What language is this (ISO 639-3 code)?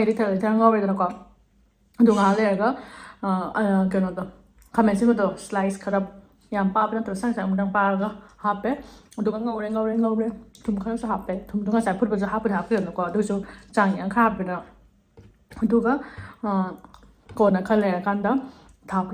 mni